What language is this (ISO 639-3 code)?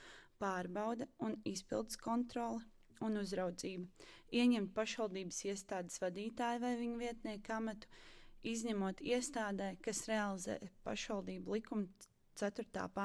lav